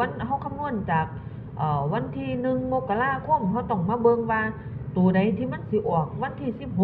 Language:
Northeastern Thai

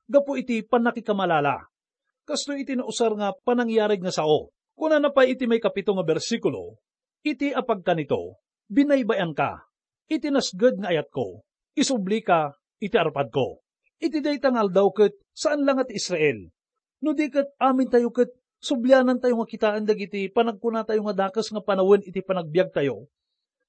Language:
Iloko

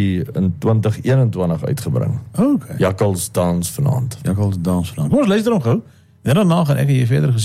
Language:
Afrikaans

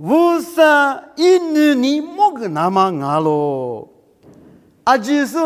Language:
Lisu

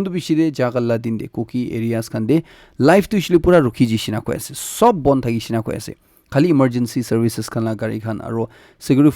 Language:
Naga Pidgin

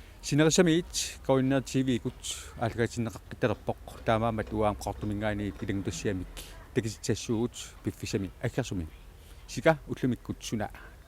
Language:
Kalaallisut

